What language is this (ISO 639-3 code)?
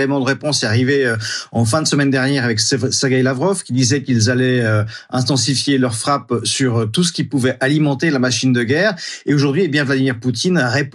fra